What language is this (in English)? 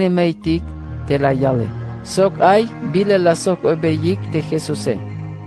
Tzeltal